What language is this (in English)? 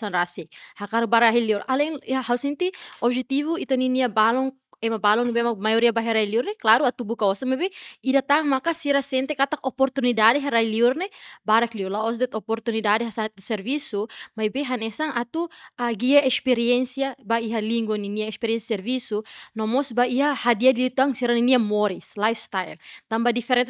Tetum